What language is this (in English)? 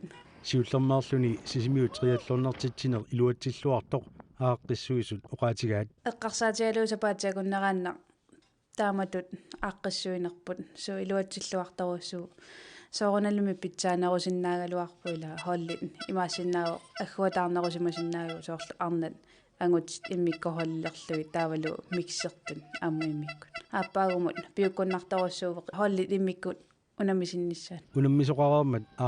Kalaallisut